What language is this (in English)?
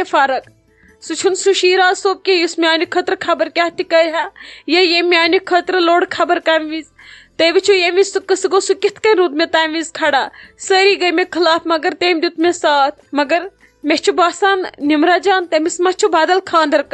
Kashmiri